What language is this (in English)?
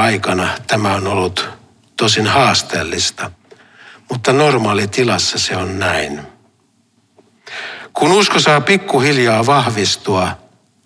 Finnish